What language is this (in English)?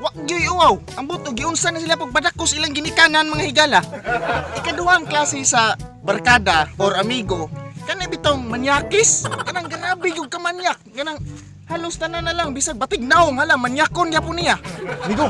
Cebuano